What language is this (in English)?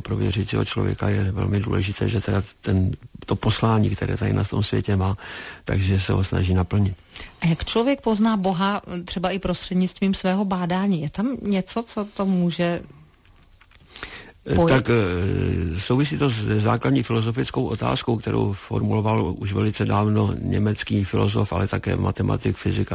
Czech